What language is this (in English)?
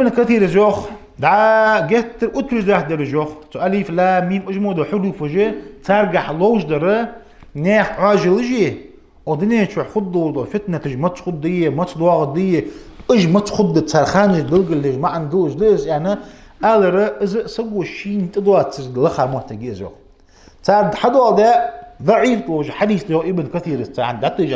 Ingush